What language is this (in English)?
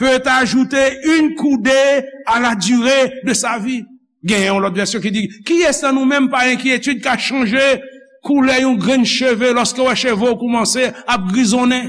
Haitian Creole